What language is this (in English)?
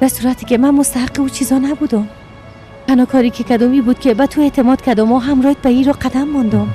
Persian